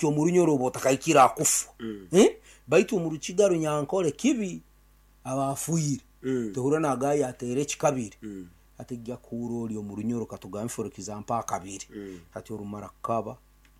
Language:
Nyankole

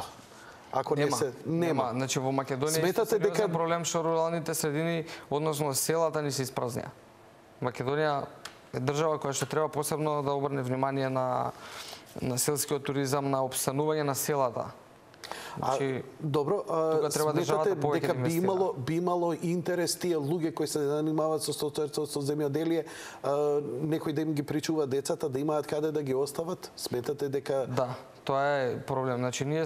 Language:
Macedonian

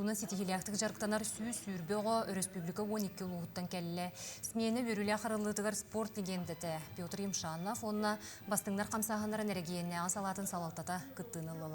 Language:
Yakut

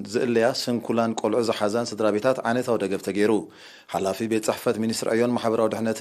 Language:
Tigrinya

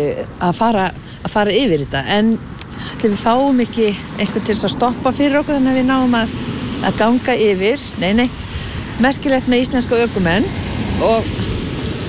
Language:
Icelandic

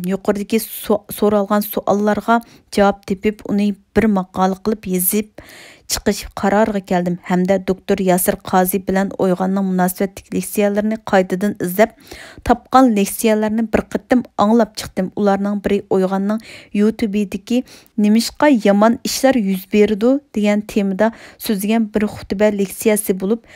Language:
Uyghur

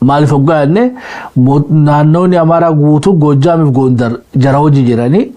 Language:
Oromo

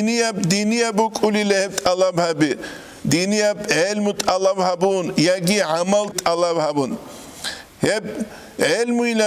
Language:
Avaric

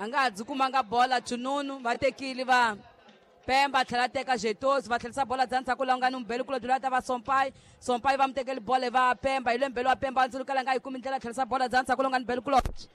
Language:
Tsonga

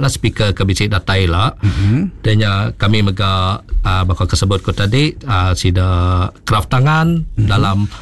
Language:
Iban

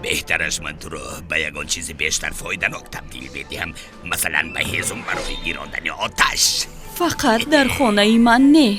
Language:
Tajik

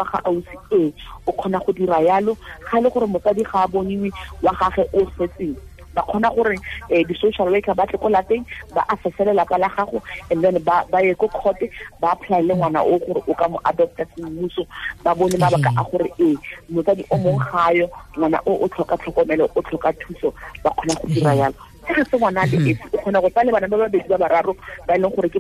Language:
Tswana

